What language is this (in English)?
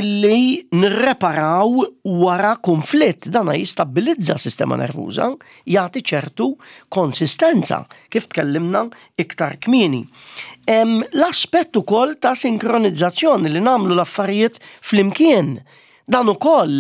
Maltese